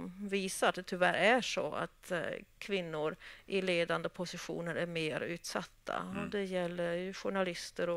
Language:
Swedish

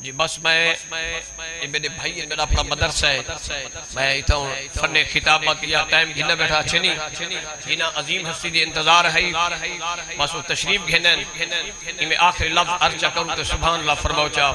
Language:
Saraiki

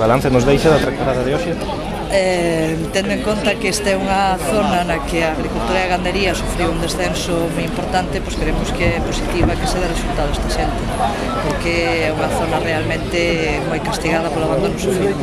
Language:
Galician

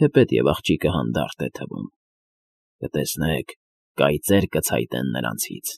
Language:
Armenian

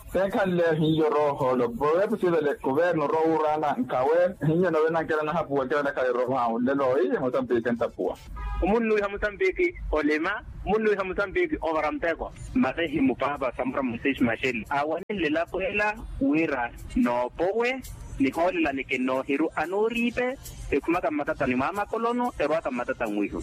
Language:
Makhuwa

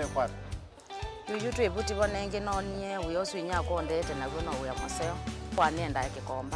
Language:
Kamba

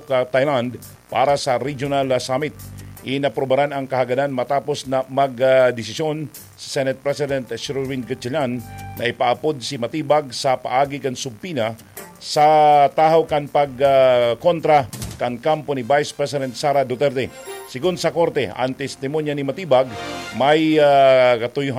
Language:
Bikol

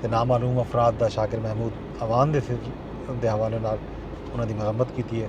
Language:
Saraiki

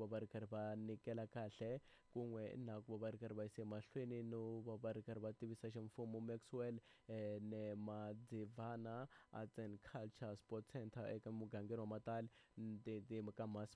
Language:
Tsonga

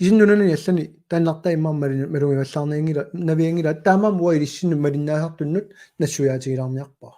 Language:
Kalaallisut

